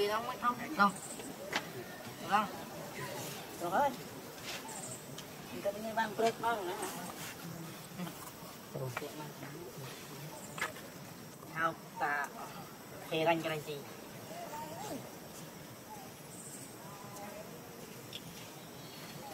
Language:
Vietnamese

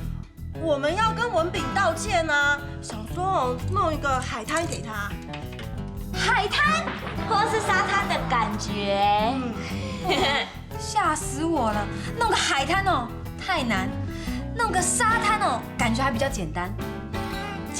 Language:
Hakka Chinese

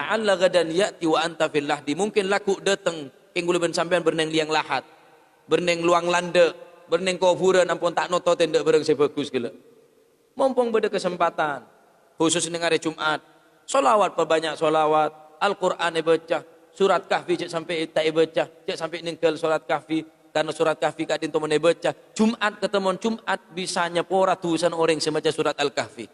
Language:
Madurese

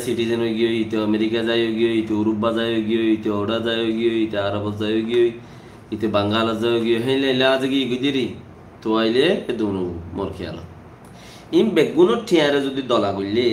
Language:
Rohingya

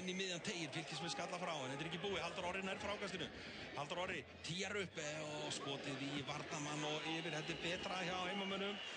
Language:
Icelandic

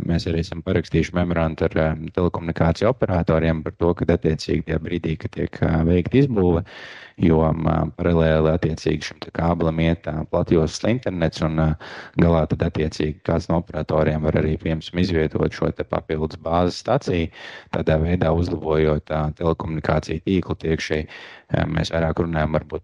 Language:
Latvian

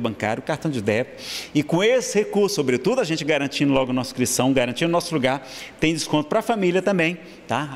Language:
Portuguese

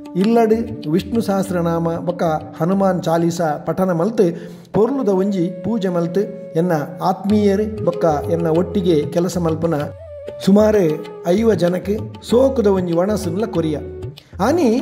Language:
Tulu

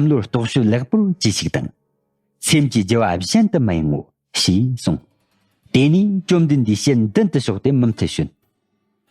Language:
Tibetan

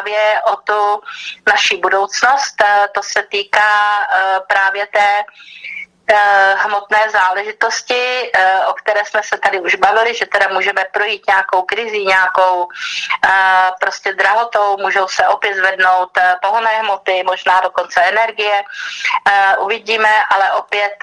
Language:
Czech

